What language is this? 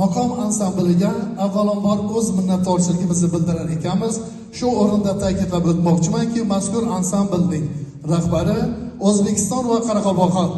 Uzbek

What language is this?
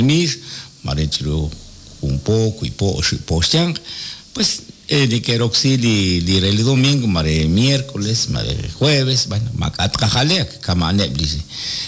Kekchí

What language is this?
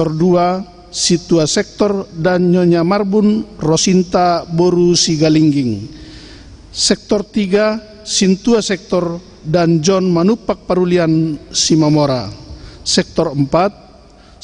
Batak Toba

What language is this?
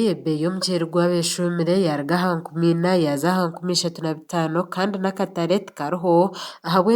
Nyankole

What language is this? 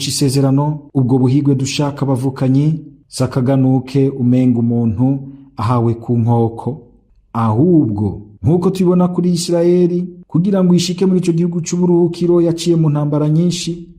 Rundi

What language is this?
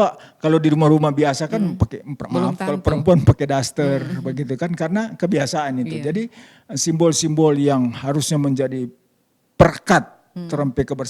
Manado Malay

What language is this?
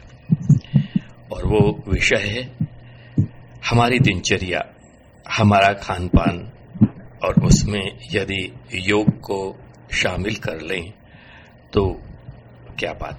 Hindi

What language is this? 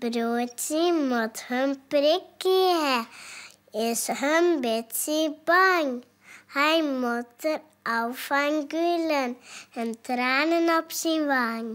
Western Frisian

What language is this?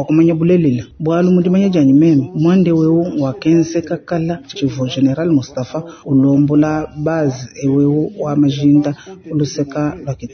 Luba-Lulua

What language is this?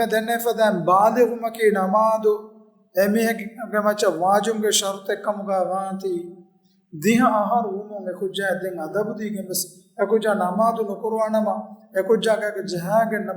Divehi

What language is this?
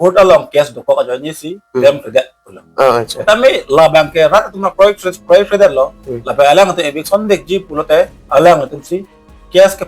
Karbi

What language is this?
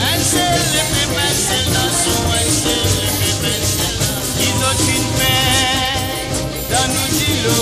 Morisyen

